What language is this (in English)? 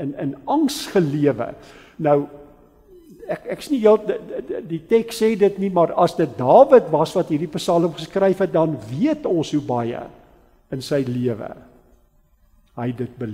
Afrikaans